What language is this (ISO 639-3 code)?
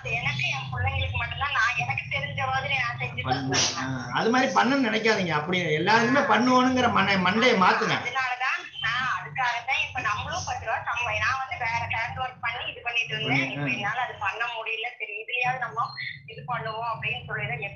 tam